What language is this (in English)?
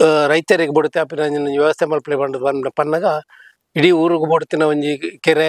Tulu